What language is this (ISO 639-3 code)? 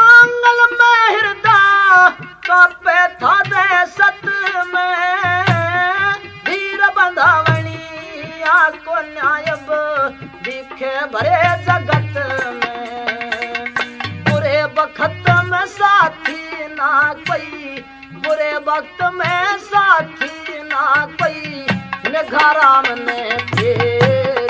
bgc